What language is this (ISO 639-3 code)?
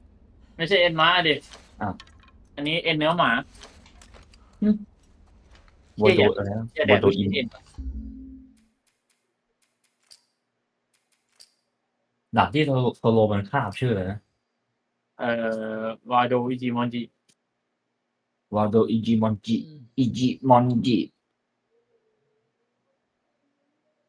tha